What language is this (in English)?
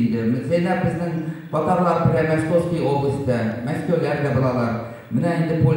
Tatar